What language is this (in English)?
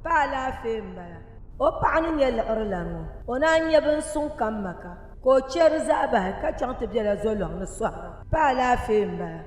Dagbani